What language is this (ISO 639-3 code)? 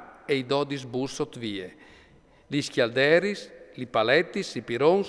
fur